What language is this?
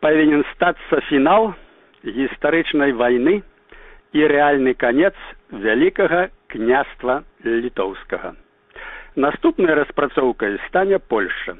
Belarusian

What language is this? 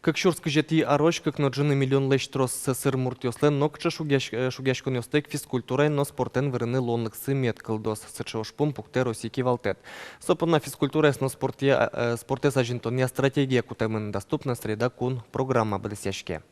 Udmurt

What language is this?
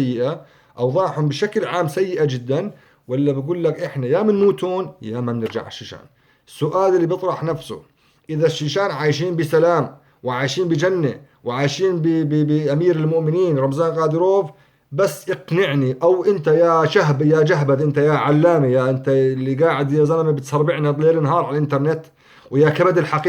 North Levantine Arabic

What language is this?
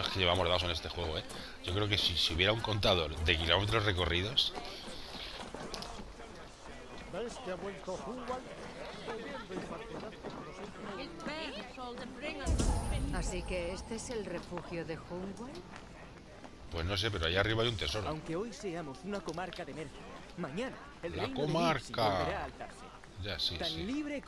Spanish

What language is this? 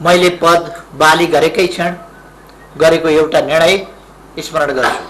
Nepali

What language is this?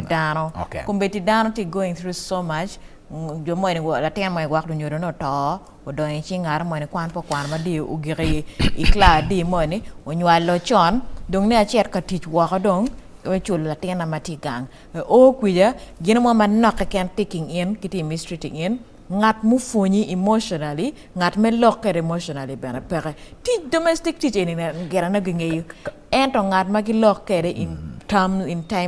Acoli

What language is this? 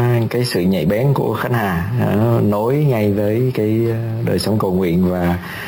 Vietnamese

